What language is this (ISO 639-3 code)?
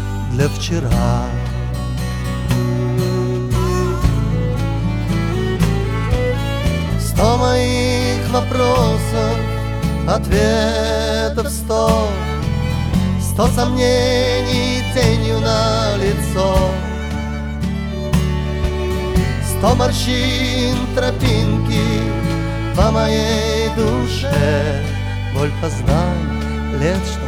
rus